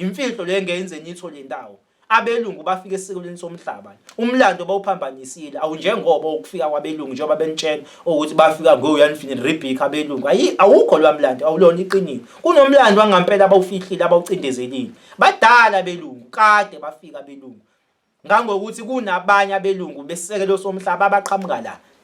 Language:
Zulu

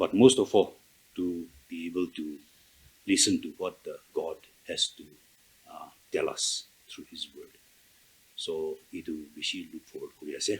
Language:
Naga Pidgin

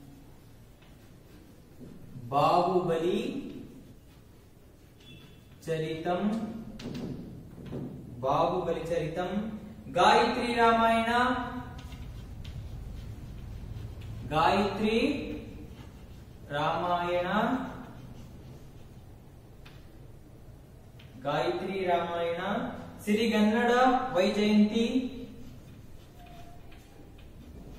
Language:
Kannada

